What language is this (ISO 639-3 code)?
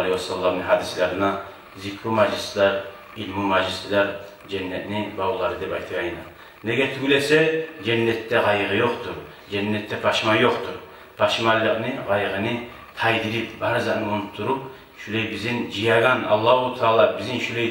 kum